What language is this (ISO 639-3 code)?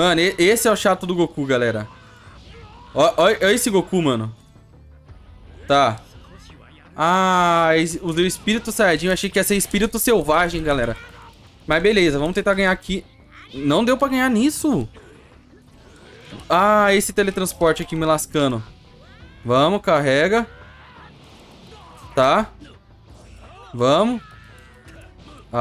por